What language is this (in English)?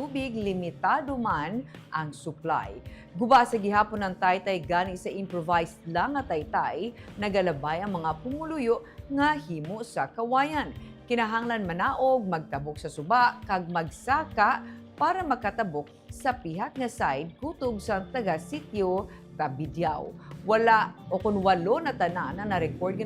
Hiligaynon